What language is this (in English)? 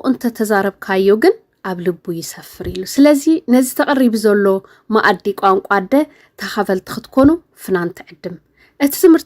Tigrinya